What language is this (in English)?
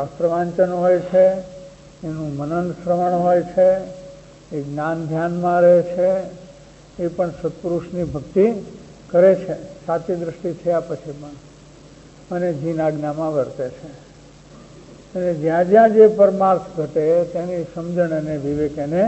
Gujarati